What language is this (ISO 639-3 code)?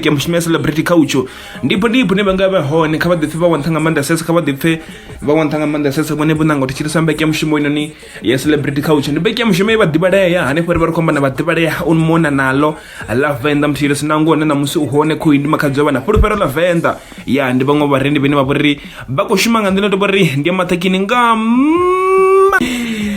ven